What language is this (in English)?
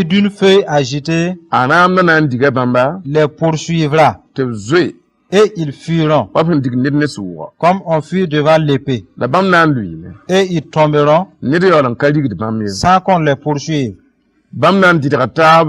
Mossi